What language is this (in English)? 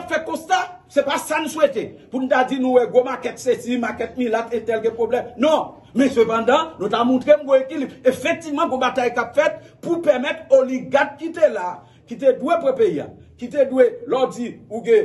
Haitian Creole